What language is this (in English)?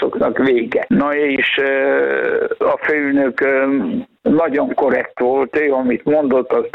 Hungarian